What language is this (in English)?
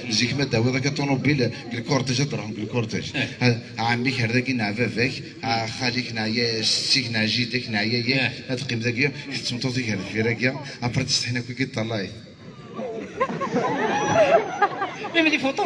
Kabyle